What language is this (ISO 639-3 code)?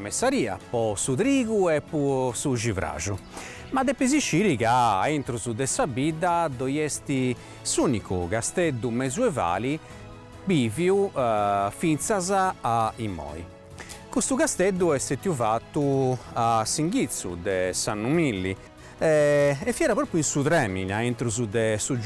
srd